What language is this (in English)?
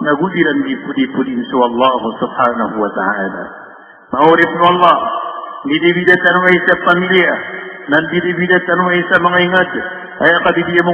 Maranao